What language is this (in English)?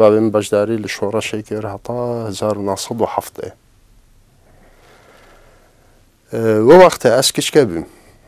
Kurdish